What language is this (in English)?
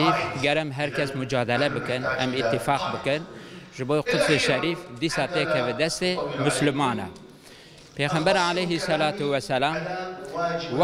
Kurdish